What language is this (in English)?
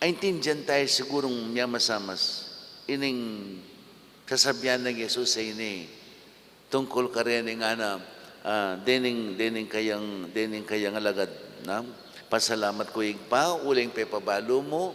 Pampanga